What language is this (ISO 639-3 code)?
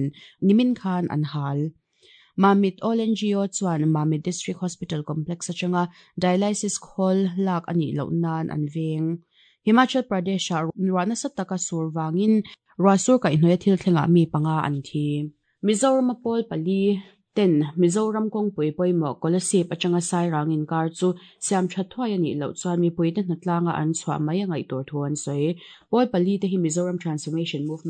lus